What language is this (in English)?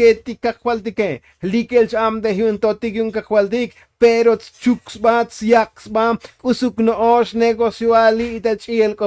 Tzotzil